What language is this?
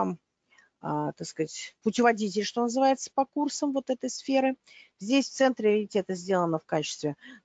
Russian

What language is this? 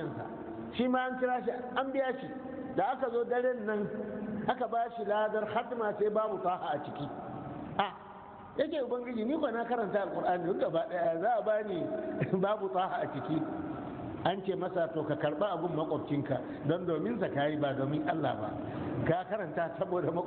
Hausa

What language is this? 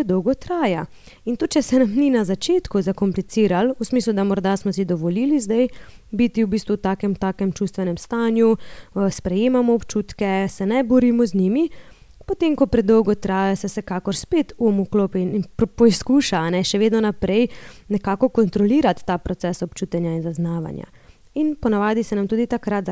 Slovenian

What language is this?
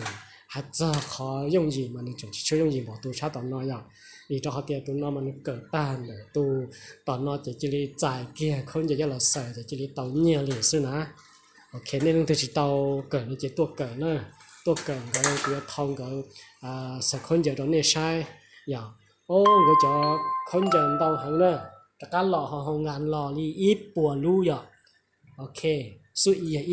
Hmong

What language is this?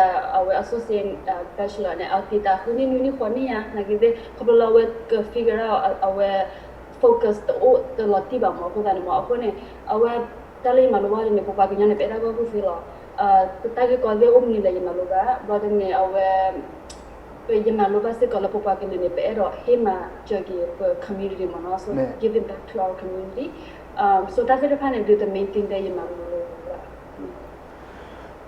S'gaw Karen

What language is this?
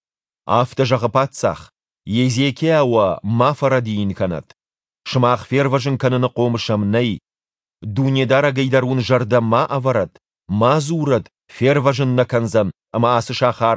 Ossetic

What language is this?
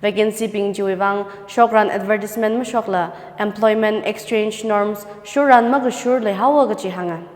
Tangkhul Naga (India)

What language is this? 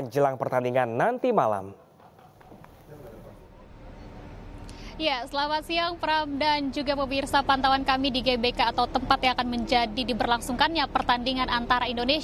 Indonesian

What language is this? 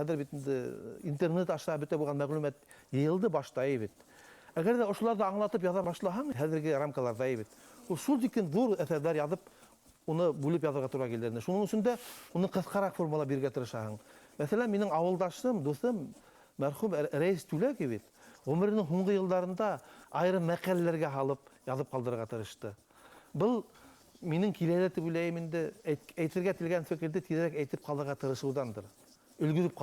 Bashkir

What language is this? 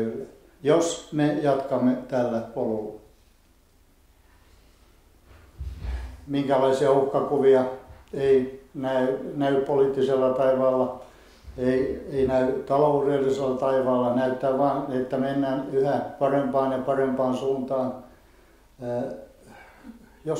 Finnish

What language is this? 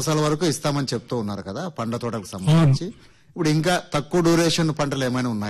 Telugu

